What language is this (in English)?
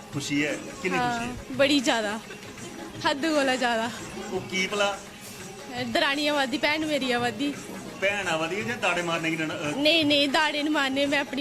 Dogri